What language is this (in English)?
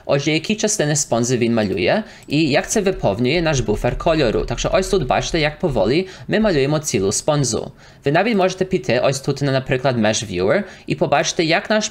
Ukrainian